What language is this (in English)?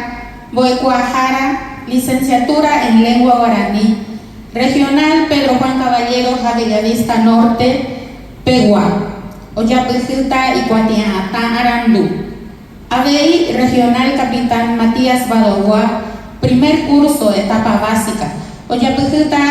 Guarani